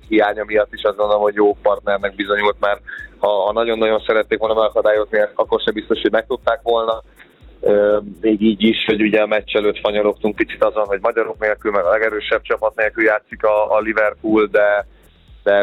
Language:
Hungarian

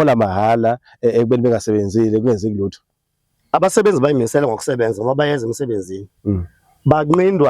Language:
Zulu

